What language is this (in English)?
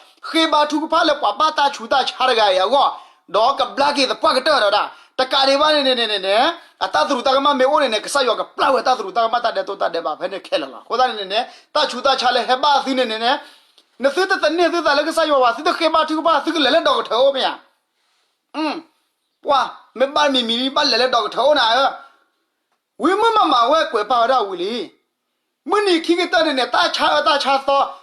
S'gaw Karen